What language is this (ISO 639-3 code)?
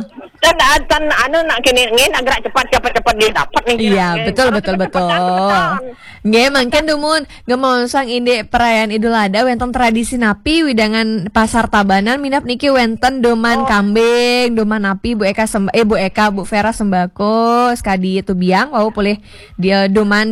ban